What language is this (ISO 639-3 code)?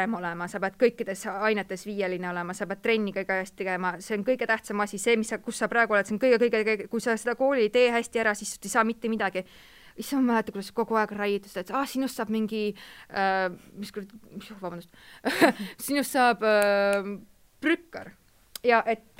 est